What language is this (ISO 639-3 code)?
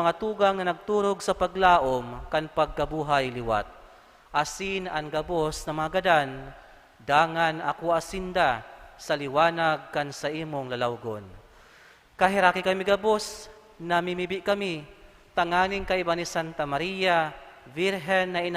bik